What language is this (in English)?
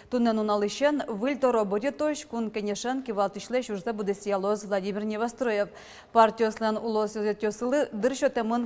Udmurt